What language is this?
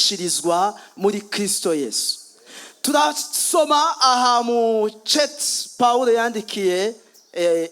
Rundi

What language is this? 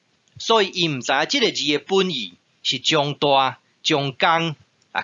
Min Nan Chinese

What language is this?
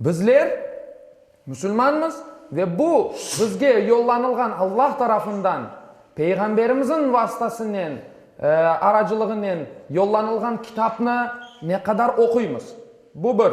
Crimean Tatar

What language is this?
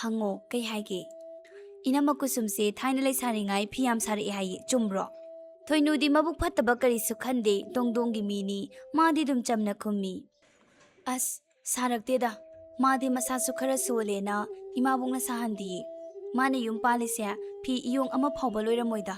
Manipuri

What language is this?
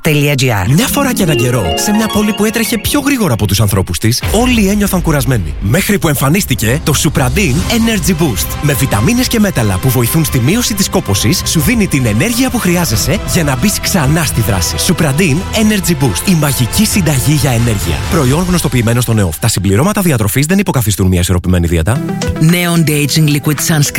Greek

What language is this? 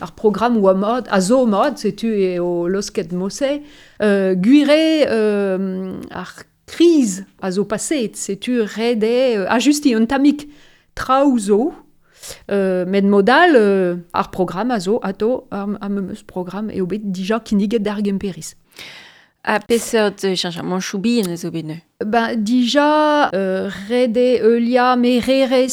Breton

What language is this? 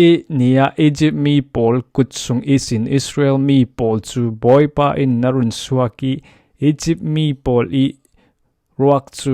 Falam Chin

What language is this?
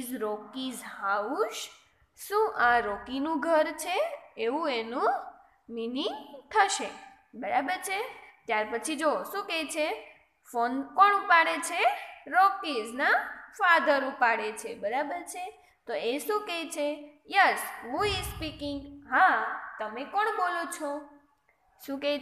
Gujarati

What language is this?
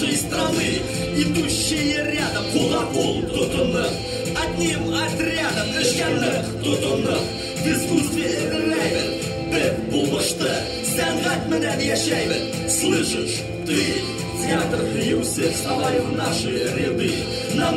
Bashkir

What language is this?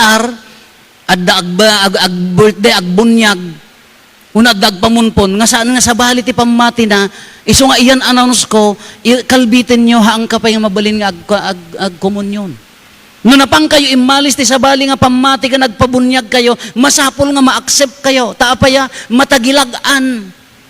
Iloko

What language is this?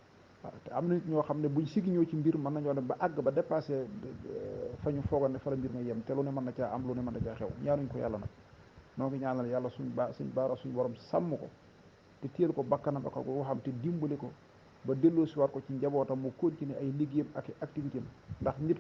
Wolof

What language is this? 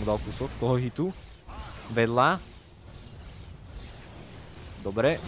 Slovak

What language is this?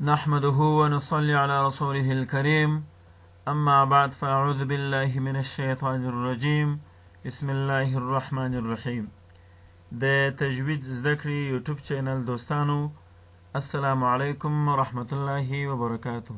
Pashto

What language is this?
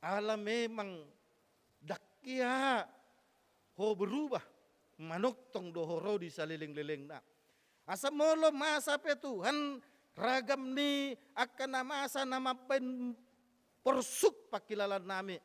Batak Toba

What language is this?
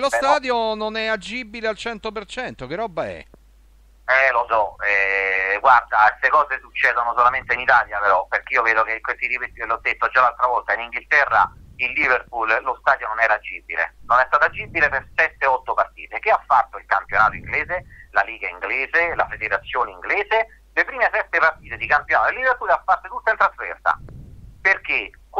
Italian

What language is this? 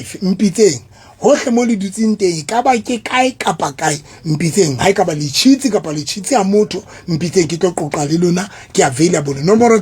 Southern Sotho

